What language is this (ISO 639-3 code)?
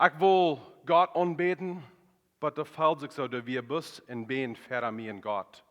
pdt